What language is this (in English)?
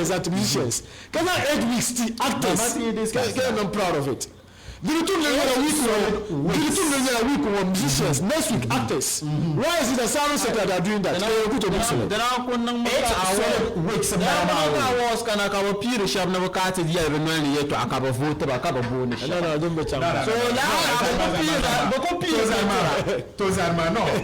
Dagbani